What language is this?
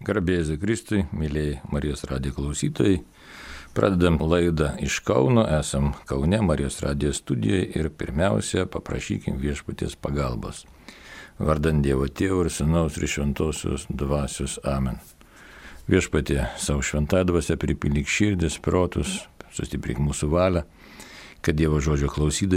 Lithuanian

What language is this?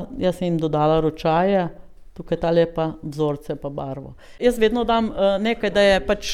Slovenian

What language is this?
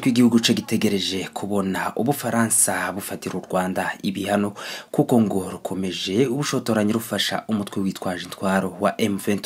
Kinyarwanda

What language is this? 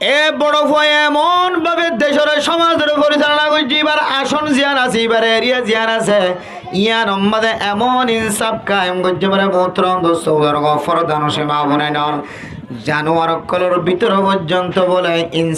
Rohingya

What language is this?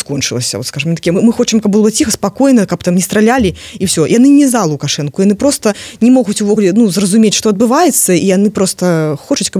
Belarusian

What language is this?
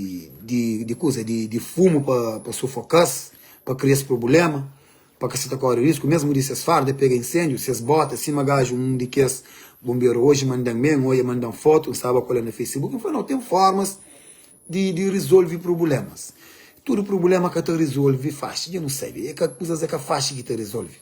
Kabuverdianu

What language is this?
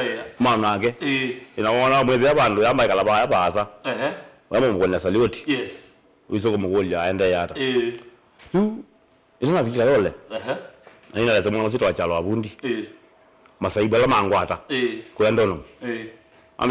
Kamba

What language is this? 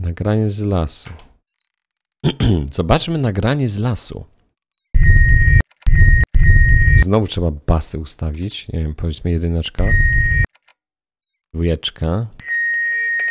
Polish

